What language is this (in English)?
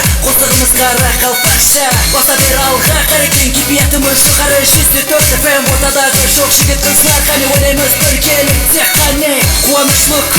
Kara-Kalpak